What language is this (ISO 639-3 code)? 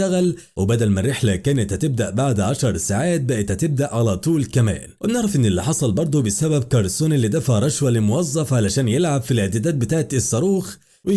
arz